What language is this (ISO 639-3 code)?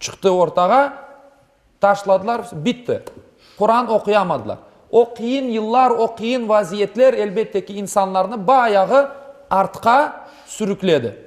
crh